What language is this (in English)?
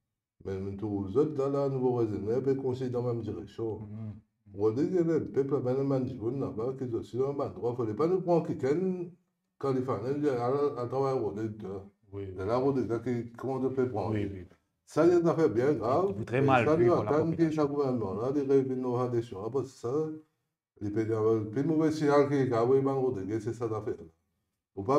Morisyen